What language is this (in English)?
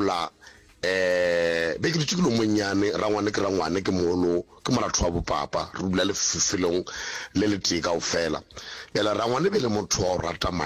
Northern Sotho